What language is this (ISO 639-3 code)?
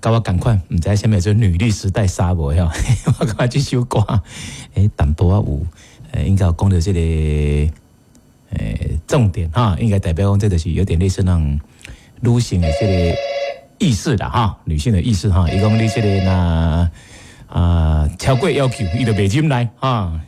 nan